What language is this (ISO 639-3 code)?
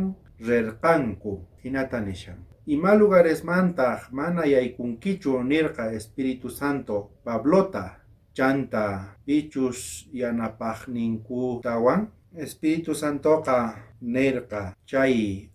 quh